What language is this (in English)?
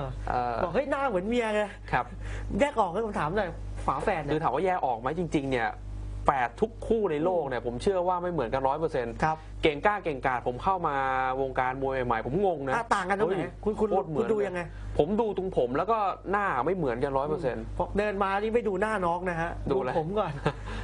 Thai